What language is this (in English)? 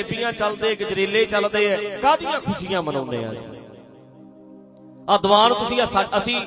Punjabi